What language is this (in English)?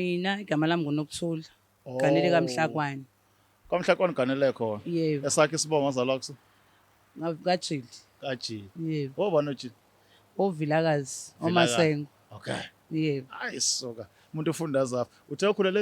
Zulu